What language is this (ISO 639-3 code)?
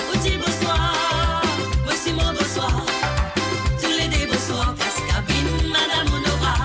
mfe